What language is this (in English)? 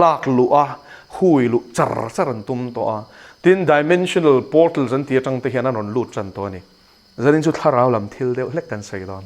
Mizo